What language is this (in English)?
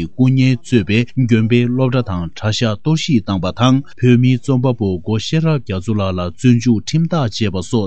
Tibetan